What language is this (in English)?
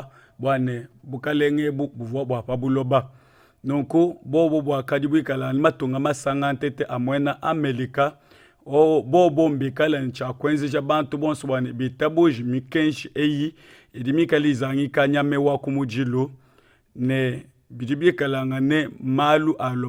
Luba-Lulua